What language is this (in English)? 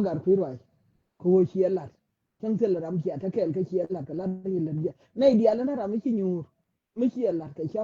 Nuer